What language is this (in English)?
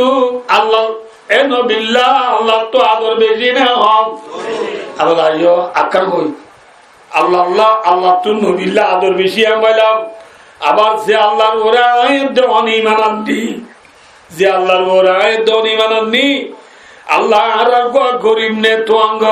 Rohingya